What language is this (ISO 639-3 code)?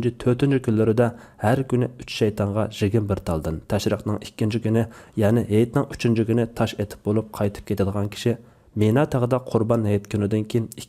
uig